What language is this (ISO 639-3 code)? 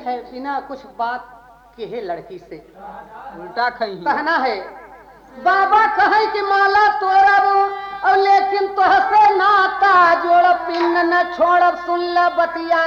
bho